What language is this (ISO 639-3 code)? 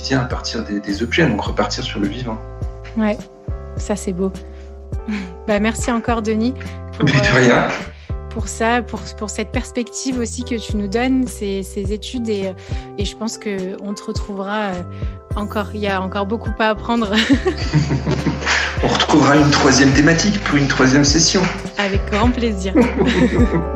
fra